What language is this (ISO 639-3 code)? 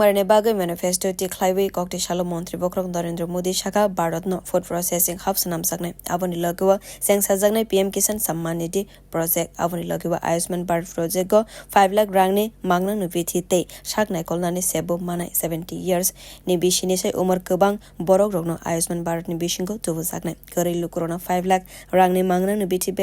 trp